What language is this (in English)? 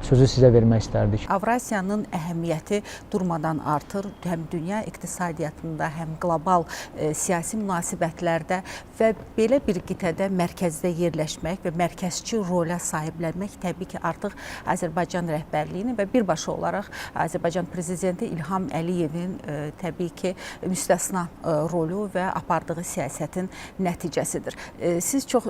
Azerbaijani